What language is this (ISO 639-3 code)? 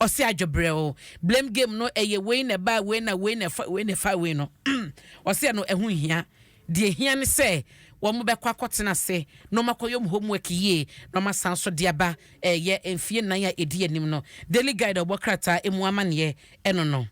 aka